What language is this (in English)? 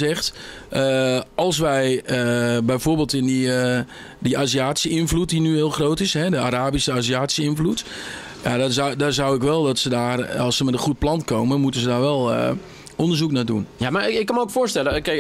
Dutch